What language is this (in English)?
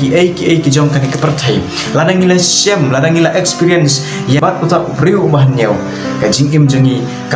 Khasi